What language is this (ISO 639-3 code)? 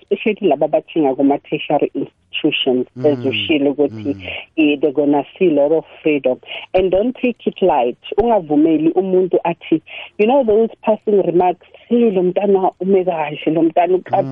nbl